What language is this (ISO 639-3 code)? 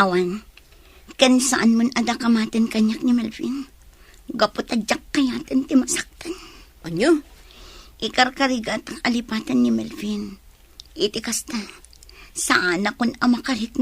ilo